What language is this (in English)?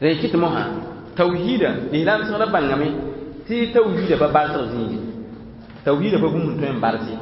Mossi